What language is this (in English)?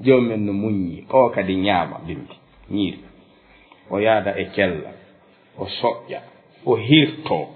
Fula